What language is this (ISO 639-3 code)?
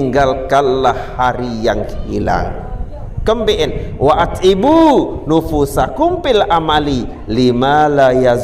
sas